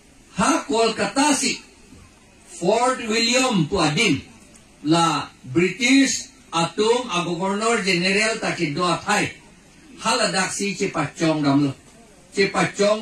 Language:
Karbi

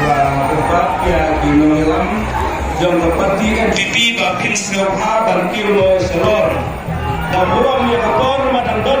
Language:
Khasi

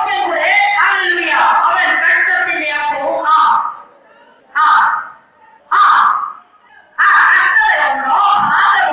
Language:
Malayalam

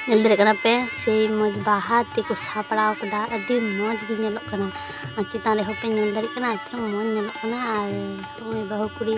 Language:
Santali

